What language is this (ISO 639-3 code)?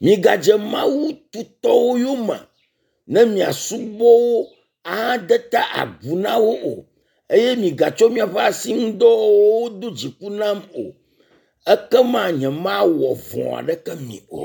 ewe